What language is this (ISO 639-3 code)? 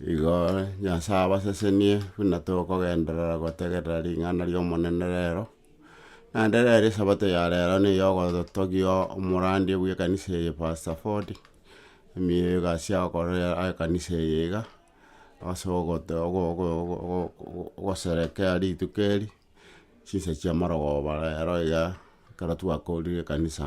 guz